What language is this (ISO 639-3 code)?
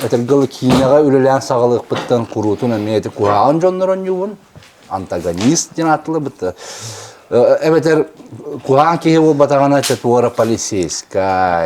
sah